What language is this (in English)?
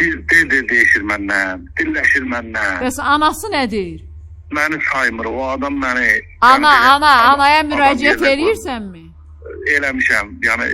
Azerbaijani